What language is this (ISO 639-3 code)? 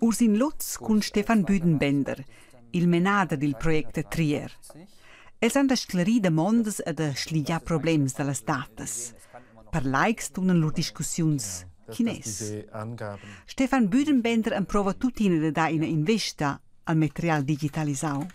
roh